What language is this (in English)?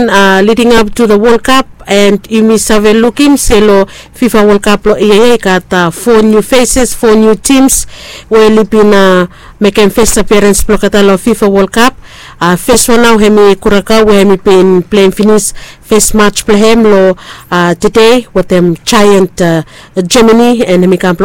Bislama